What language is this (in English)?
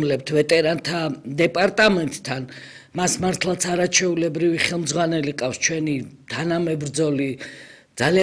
Georgian